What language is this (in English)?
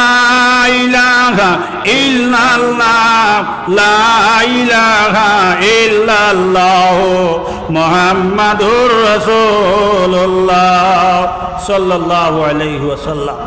Sylheti